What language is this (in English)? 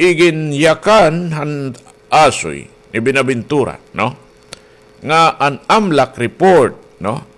Waray